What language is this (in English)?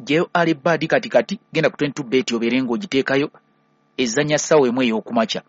Ganda